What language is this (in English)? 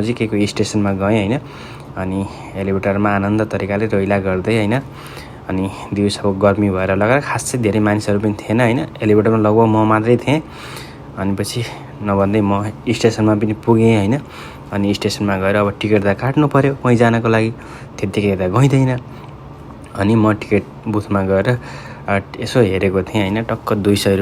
Nepali